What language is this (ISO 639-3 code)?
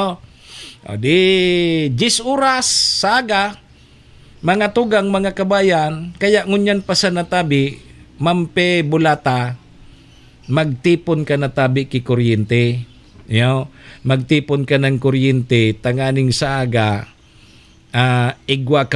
bik